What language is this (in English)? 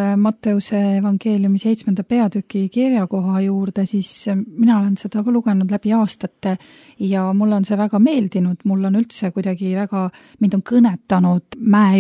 Estonian